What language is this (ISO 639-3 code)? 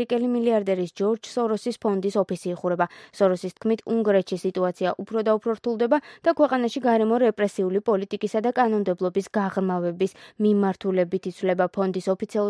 kat